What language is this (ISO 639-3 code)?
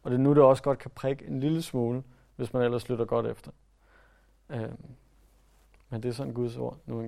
dan